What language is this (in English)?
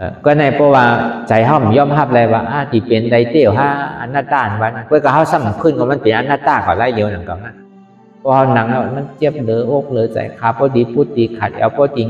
Shan